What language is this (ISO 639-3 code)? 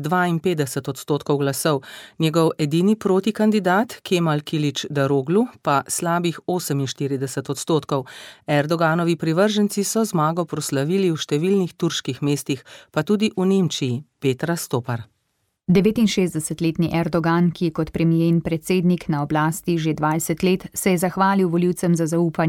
slv